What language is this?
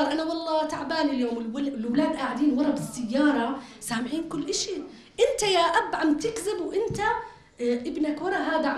North Levantine Arabic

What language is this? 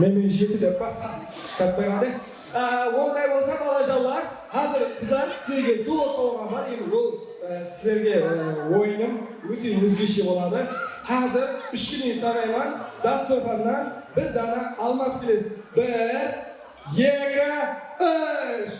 Kara-Kalpak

